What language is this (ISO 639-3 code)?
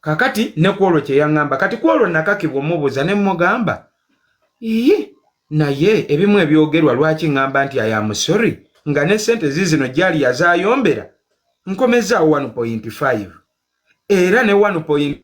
lug